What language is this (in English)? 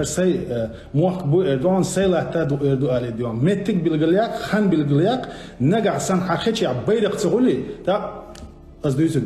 Chechen